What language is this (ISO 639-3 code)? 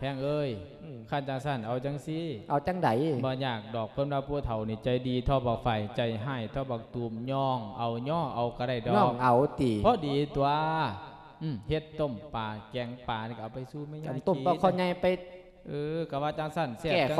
lao